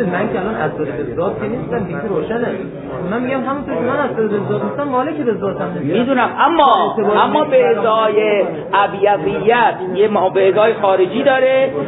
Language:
Persian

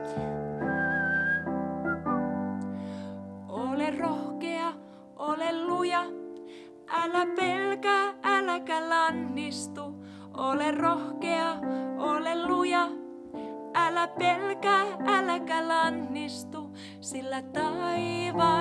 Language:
Finnish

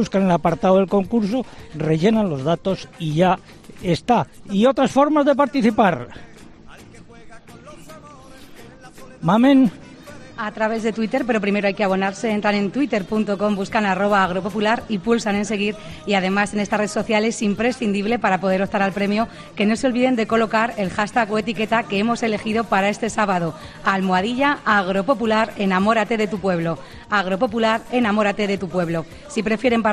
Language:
Spanish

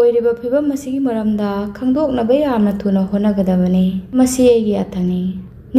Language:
Manipuri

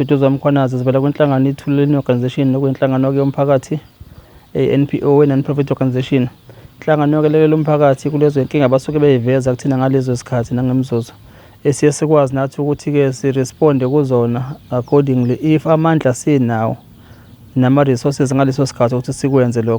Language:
Zulu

